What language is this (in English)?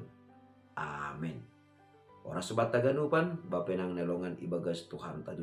Batak Simalungun